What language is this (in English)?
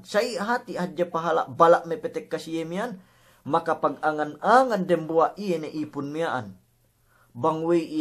Yakan